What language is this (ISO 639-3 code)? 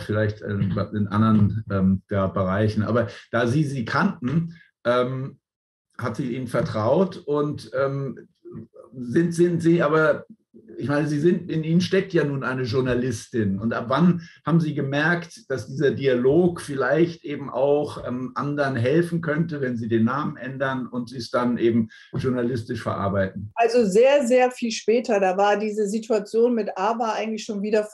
deu